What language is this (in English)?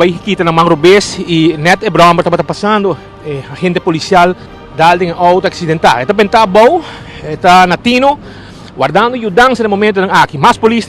Papiamento